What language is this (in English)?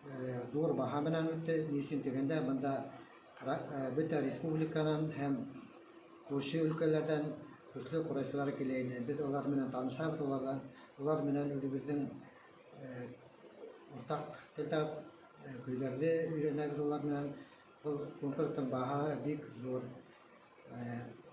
Bashkir